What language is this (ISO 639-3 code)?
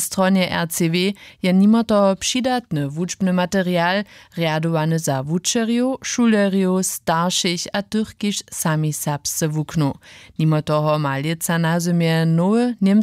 hsb